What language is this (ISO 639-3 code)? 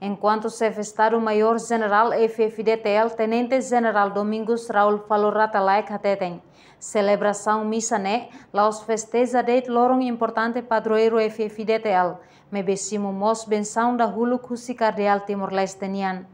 tet